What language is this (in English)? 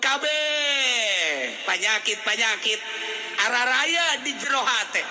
Sundanese